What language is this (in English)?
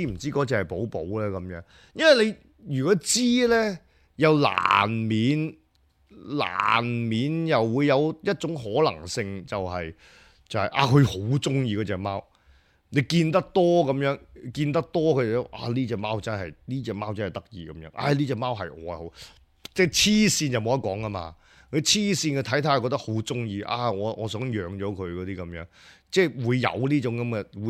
Cantonese